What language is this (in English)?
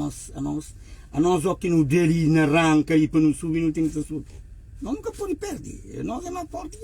Kabuverdianu